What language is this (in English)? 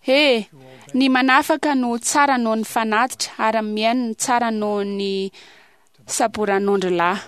Malagasy